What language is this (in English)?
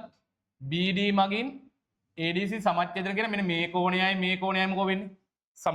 Sinhala